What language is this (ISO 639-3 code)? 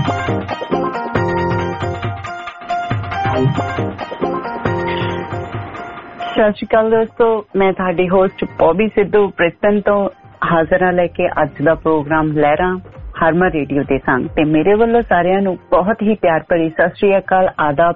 pan